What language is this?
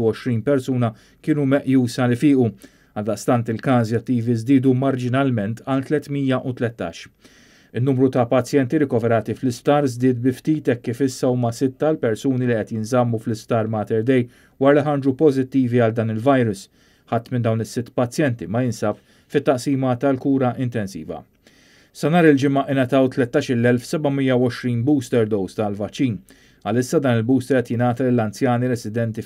Maltese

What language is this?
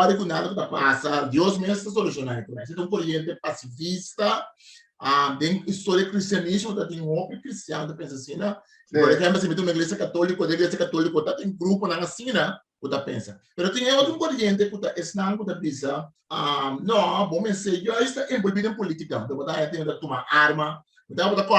Papiamento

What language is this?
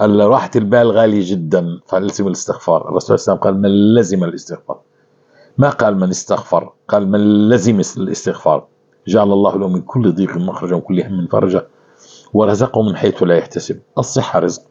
North Levantine Arabic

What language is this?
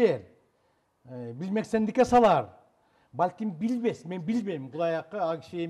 Kyrgyz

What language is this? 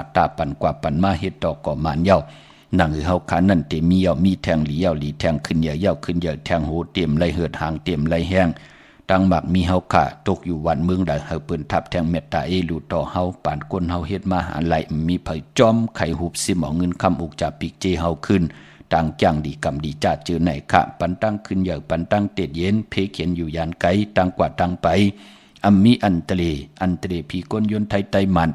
Shan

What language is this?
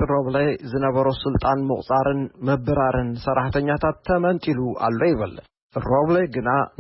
Tigrinya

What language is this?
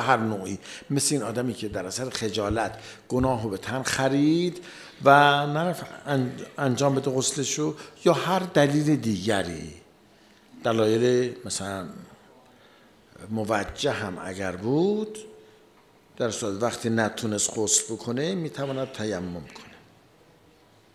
Persian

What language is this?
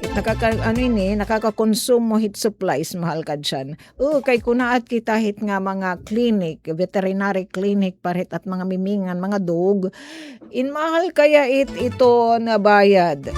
Waray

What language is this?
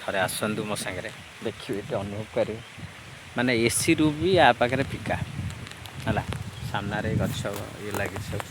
Odia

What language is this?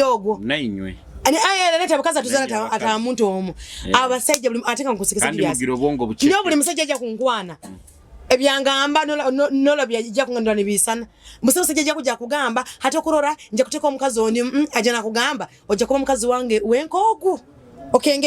Nyoro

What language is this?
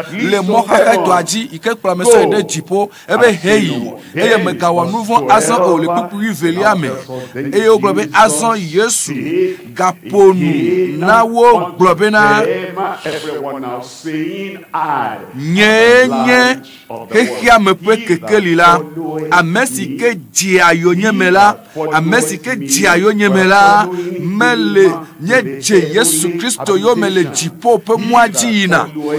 Ewe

